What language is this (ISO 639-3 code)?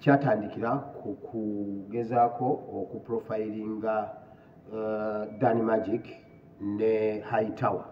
lug